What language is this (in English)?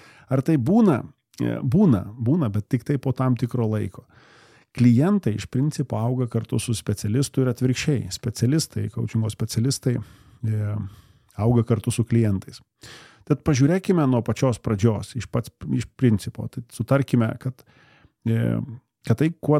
Lithuanian